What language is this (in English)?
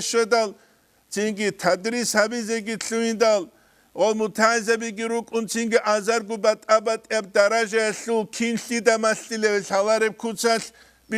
Avaric